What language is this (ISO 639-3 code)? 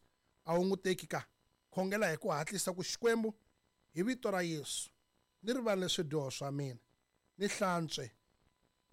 tso